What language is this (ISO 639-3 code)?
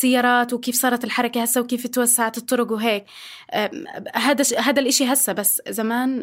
apc